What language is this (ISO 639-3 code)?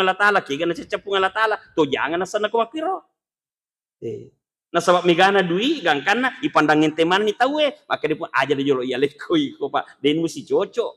bug